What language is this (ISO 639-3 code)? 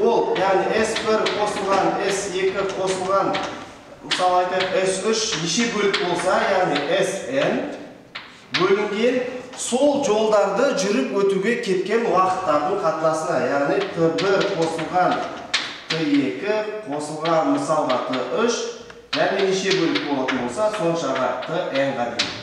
kaz